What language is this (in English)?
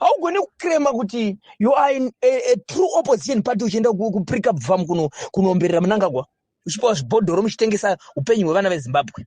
Shona